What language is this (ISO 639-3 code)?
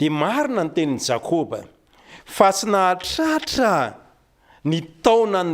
mlg